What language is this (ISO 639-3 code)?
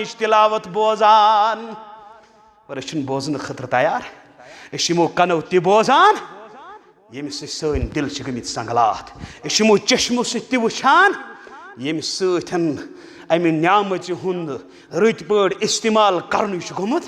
kas